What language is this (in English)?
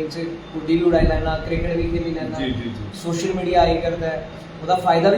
Dogri